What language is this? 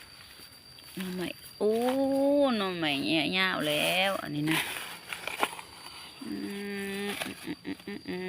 Lao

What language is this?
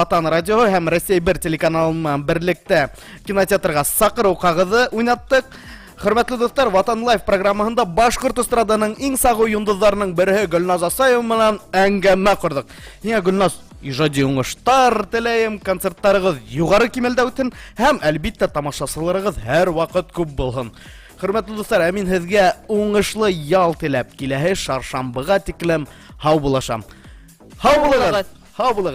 Bashkir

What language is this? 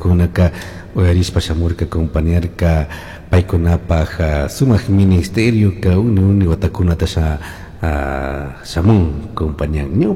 Chimborazo Highland Quichua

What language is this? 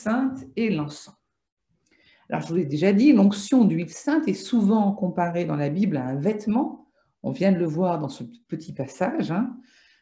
French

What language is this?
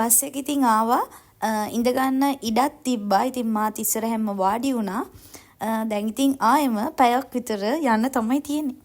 Sinhala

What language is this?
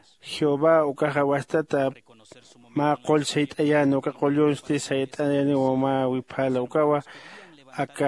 Aymara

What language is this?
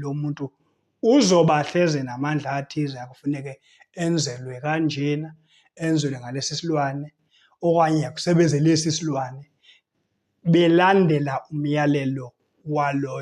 Zulu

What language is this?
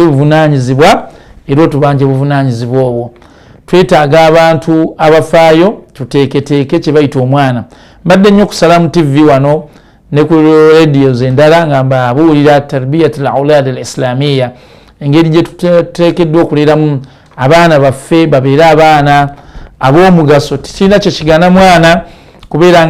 Ganda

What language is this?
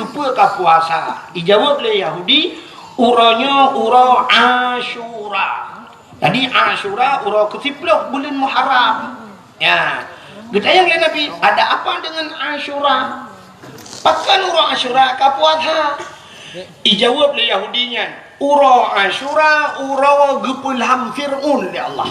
Achinese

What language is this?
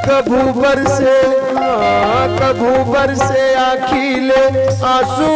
Chhattisgarhi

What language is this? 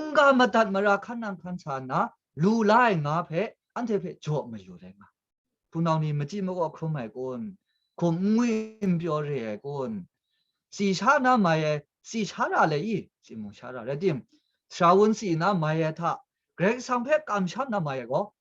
Kachin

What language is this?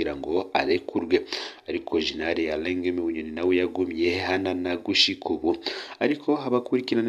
Rundi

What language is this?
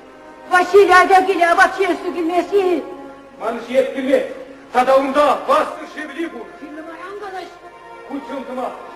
Chuvash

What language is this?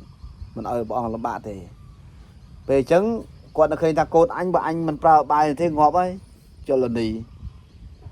Khmer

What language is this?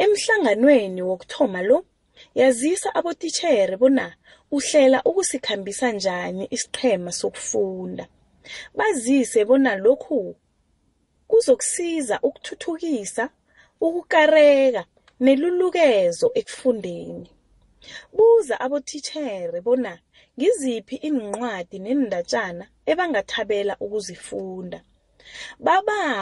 South Ndebele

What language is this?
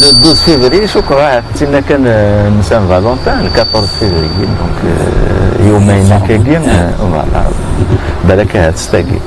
Kabyle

